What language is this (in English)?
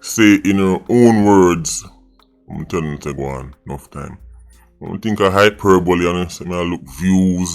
Jamaican Creole English